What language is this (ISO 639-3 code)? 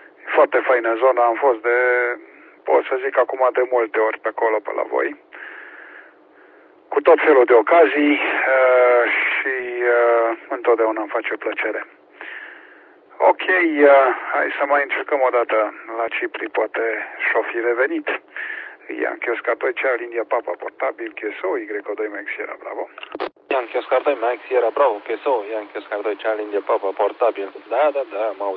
ron